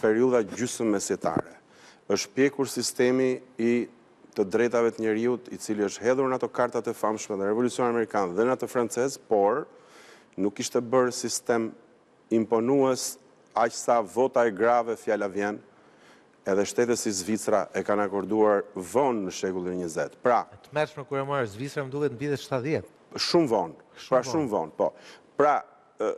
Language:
Albanian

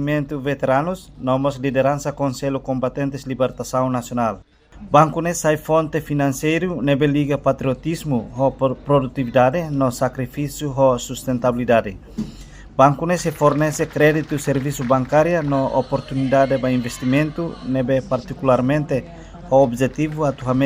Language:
Tetum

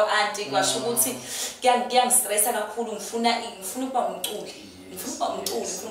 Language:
Zulu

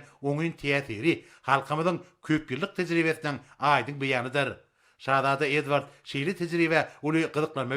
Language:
Turkmen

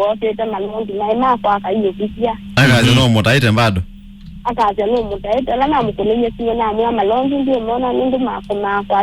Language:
Kamba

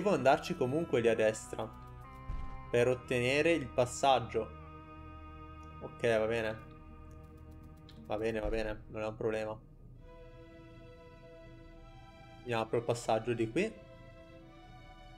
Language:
Italian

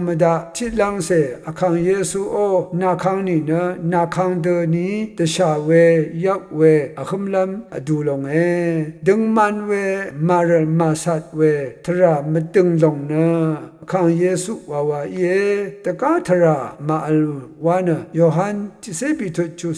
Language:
Rawang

